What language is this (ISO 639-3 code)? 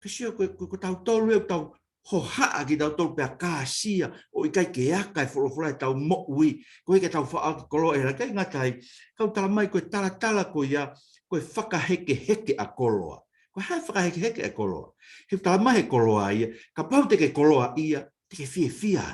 ton